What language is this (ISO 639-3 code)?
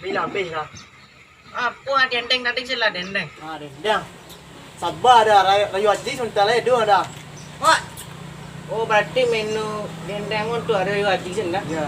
min